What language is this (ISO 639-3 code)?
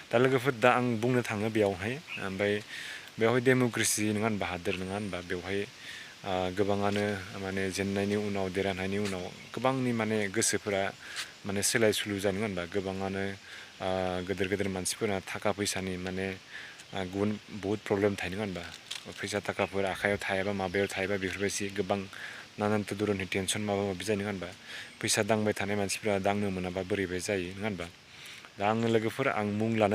brx